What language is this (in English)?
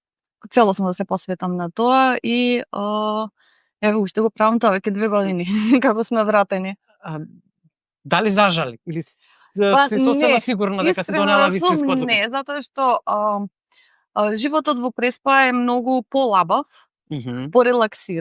Macedonian